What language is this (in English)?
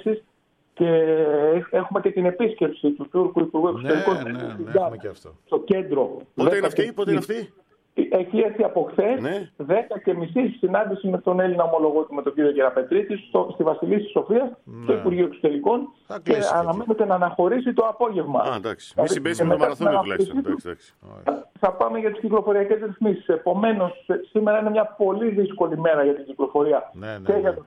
Greek